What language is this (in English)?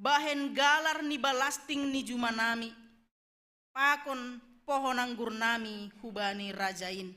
Batak Simalungun